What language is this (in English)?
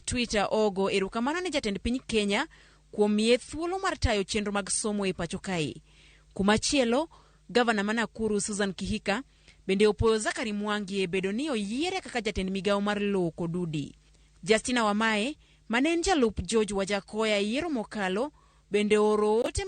Luo (Kenya and Tanzania)